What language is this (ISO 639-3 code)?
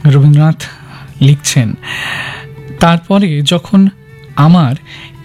ben